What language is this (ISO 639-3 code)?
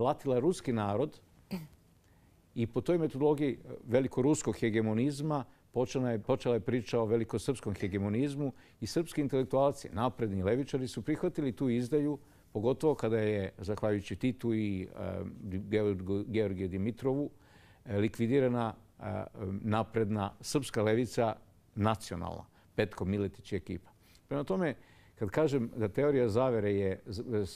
srp